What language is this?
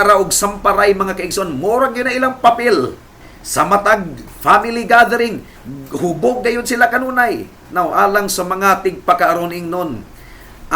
Cebuano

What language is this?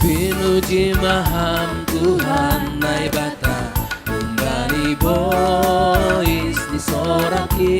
Batak Simalungun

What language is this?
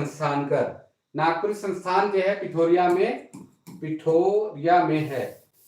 Sadri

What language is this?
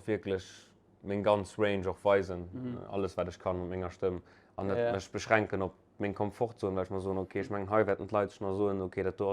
Luxembourgish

